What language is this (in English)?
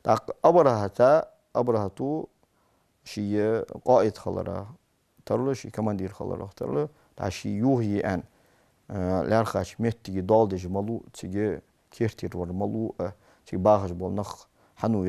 Ingush